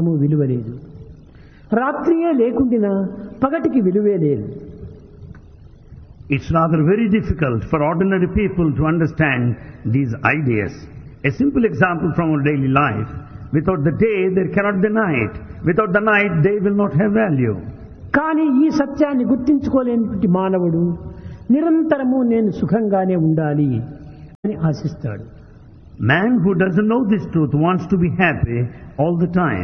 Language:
Telugu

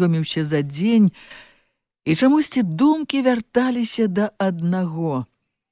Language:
Belarusian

